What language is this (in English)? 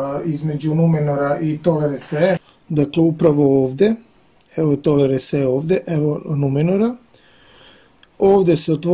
Serbian